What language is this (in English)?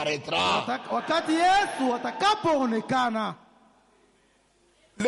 Swahili